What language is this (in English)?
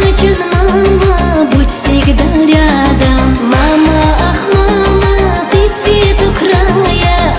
Tabassaran